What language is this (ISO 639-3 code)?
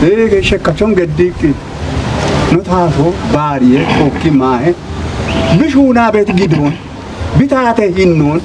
kbr